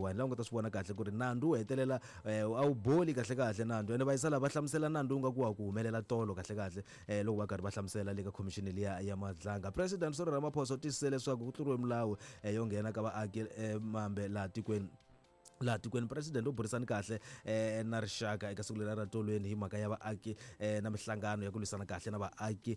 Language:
Tsonga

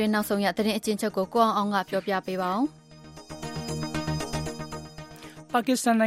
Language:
Burmese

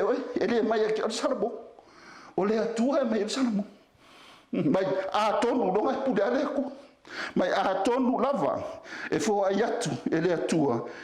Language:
Samoan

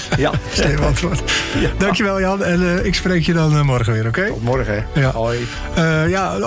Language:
Dutch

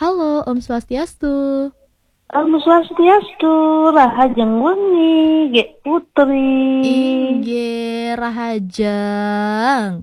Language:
Balinese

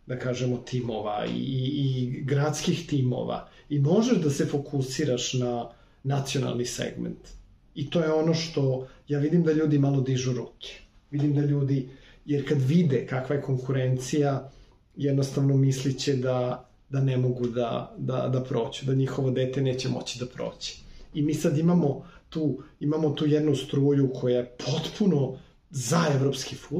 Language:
Serbian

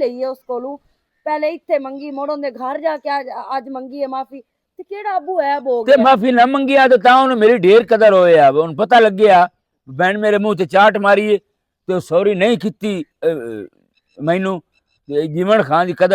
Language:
Western Panjabi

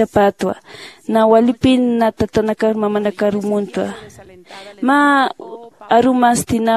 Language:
Aymara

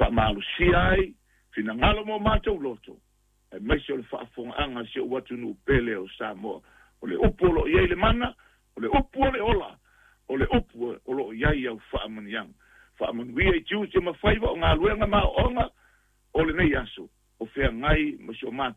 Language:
Samoan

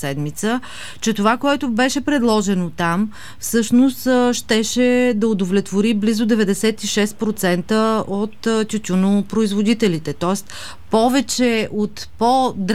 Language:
Bulgarian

